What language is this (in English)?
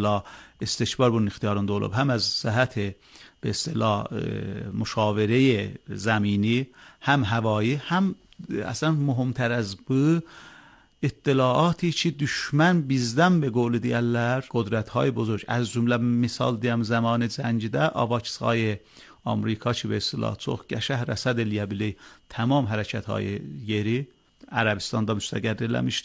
Azerbaijani